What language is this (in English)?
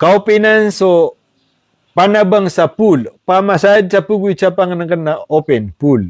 Maranao